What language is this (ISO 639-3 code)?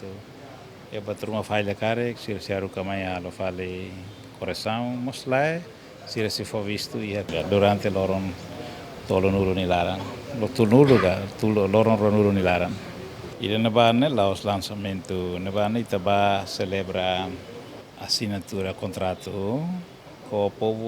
tet